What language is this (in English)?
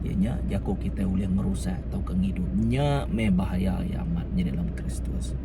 Iban